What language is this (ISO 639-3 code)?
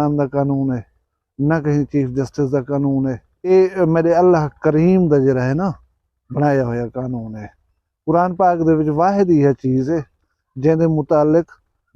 skr